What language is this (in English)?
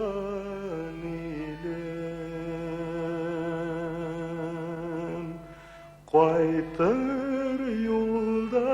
Bashkir